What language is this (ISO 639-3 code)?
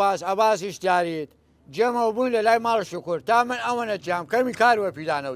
sdh